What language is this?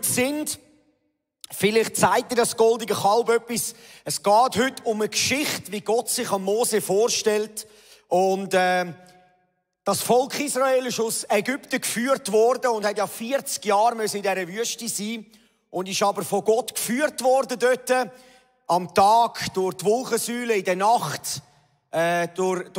Swiss German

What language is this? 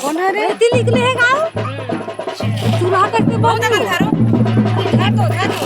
Chhattisgarhi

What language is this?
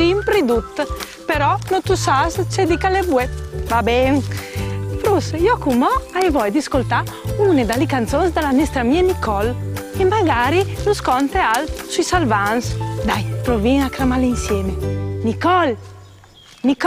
Friulian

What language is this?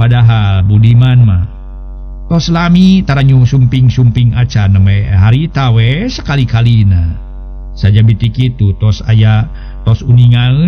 Sundanese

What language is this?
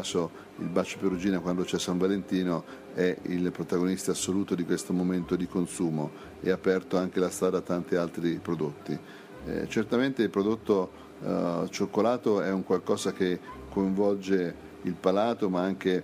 Italian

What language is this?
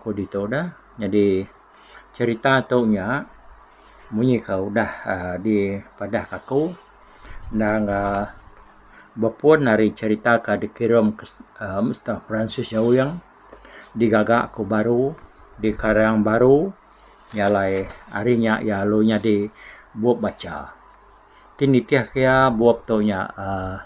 Iban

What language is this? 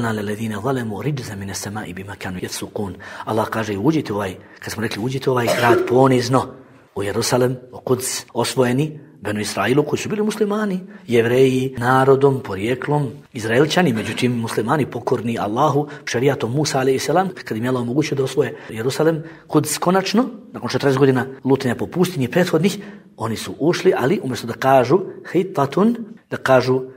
Bosnian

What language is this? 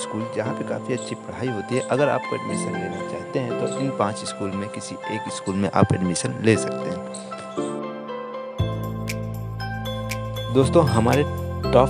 Hindi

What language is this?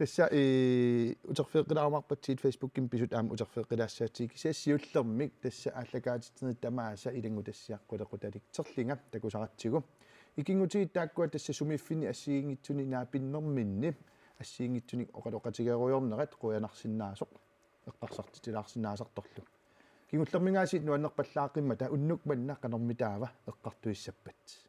Kalaallisut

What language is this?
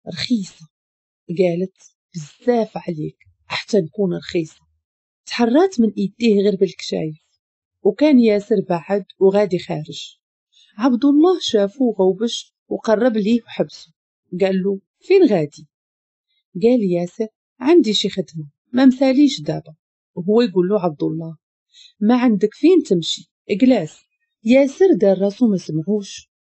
Moroccan Arabic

